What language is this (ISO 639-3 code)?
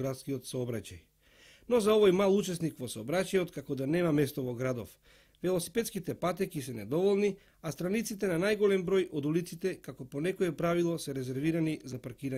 mkd